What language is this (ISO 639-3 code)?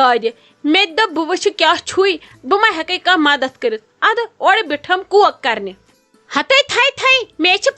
kas